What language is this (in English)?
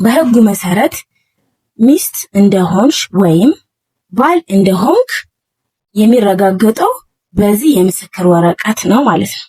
Amharic